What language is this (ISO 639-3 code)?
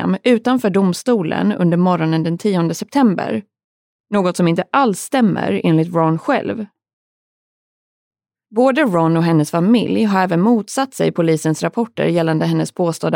swe